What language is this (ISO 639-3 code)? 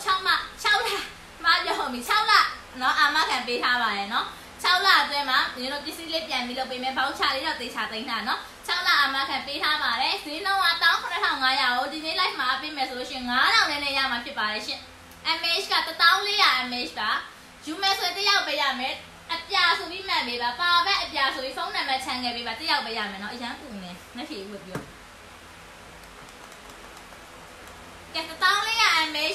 mya